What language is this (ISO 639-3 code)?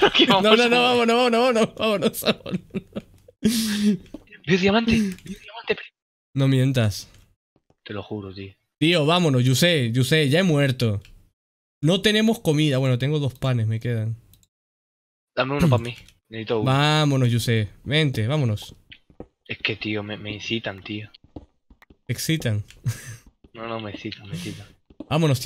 spa